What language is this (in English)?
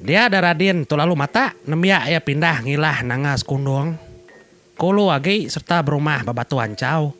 Iban